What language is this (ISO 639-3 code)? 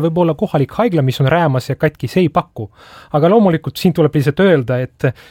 est